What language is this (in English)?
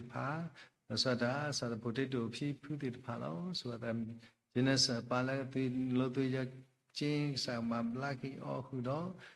S'gaw Karen